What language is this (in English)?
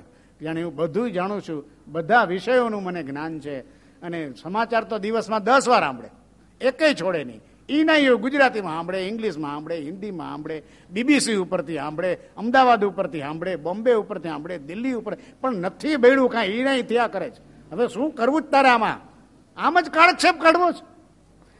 Gujarati